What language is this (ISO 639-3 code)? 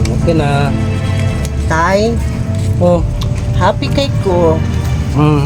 ceb